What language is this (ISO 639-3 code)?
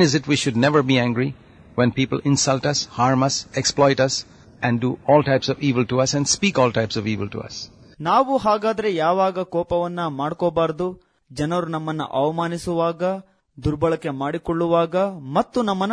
kan